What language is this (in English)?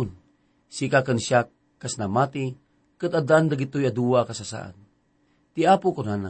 Iloko